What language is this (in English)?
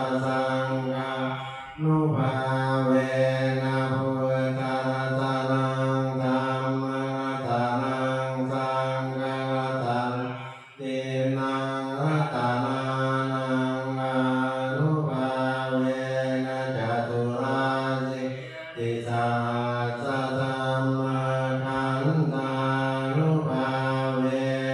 Pali